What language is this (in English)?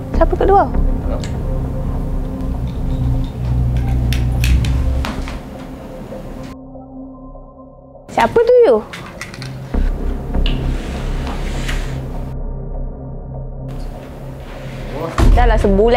Malay